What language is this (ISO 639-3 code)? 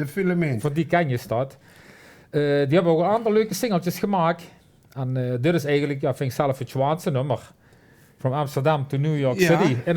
lim